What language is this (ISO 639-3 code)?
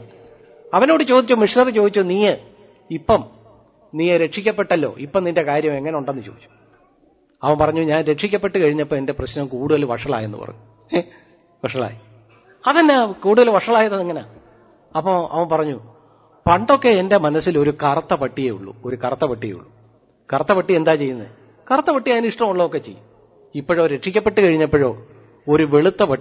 mal